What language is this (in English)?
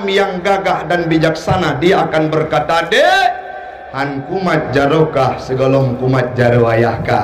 Achinese